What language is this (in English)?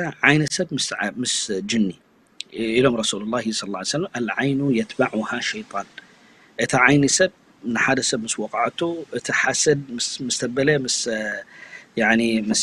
Tigrinya